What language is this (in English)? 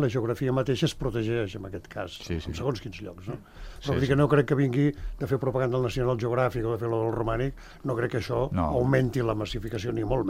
Catalan